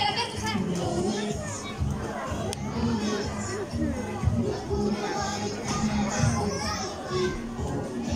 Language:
Finnish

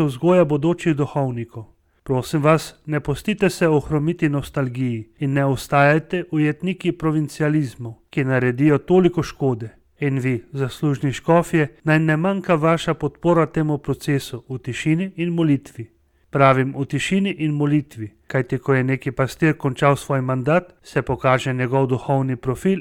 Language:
Slovenian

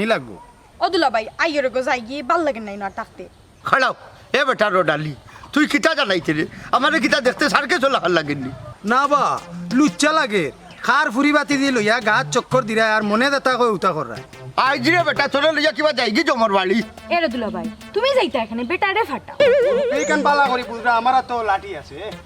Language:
Sylheti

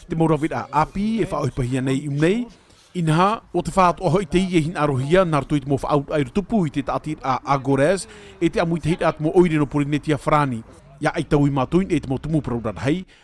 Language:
Tahitian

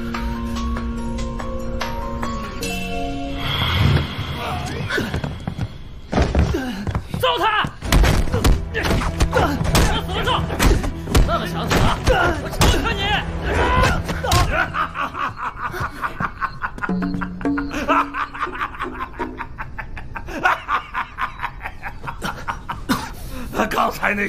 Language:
Chinese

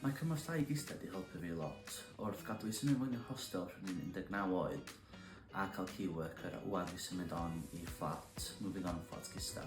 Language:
Welsh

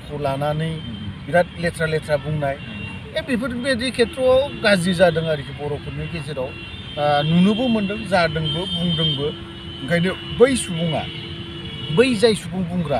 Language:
Bodo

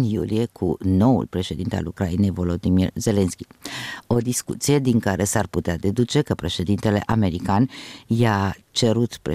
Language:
Romanian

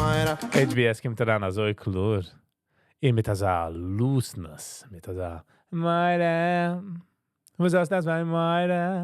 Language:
Yiddish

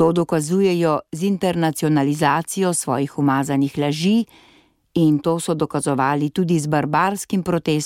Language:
Slovenian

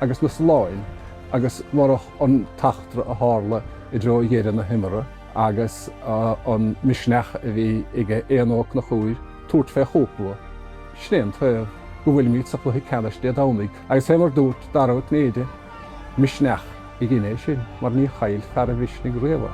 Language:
Irish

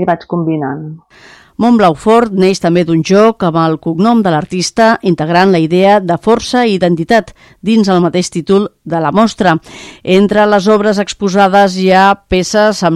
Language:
Catalan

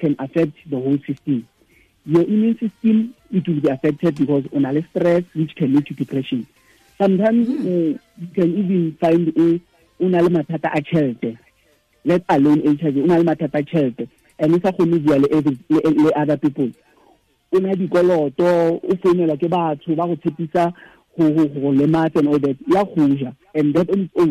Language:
Tswana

